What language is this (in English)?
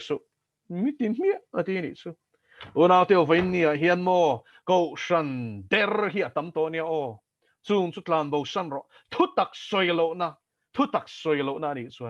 Mizo